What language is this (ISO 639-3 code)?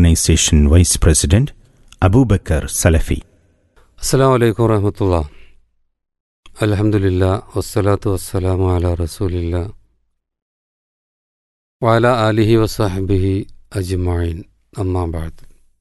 mal